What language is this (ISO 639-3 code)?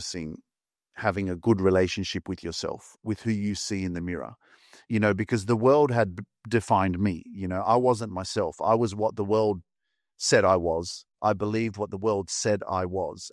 eng